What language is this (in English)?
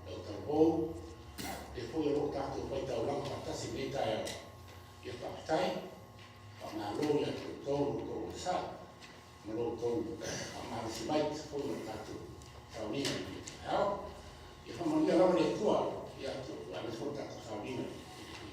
Samoan